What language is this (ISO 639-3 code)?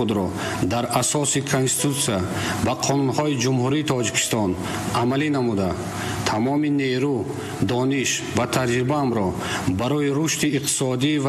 tgk